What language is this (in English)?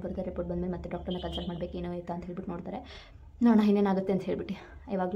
Kannada